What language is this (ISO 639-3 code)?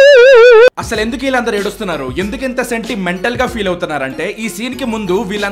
tel